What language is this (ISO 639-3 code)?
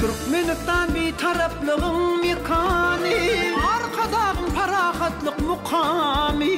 tuk